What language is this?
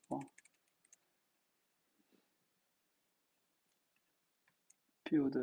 Chinese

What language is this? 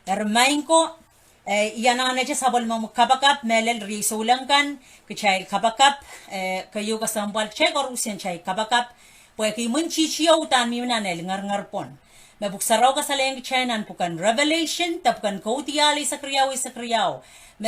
Pohnpeian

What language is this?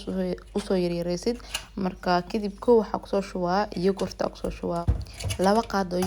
Somali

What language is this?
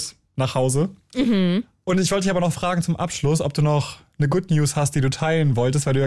German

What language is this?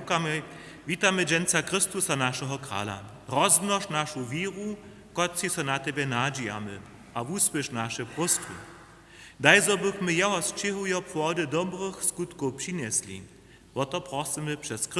Upper Sorbian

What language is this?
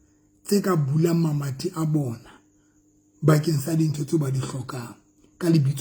Southern Sotho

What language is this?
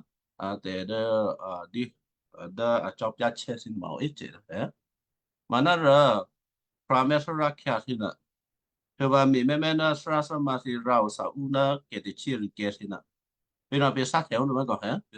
Western Kayah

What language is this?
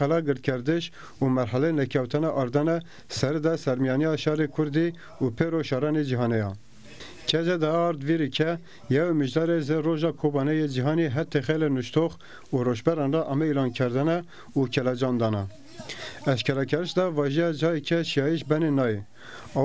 Zaza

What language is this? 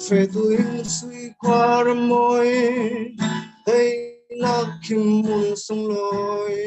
Falam Chin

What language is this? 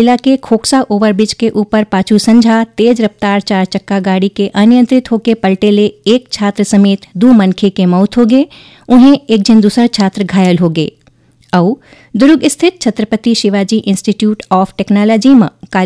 Chhattisgarhi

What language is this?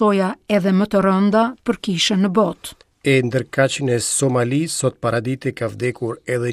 Albanian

